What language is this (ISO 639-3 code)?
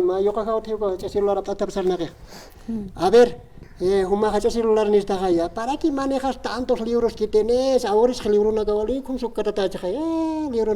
aym